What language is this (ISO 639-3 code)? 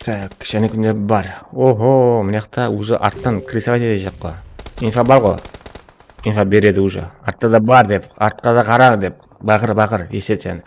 kaa